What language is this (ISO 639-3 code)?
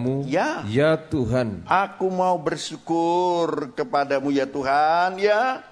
ind